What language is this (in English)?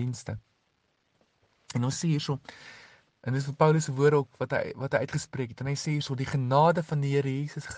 Afrikaans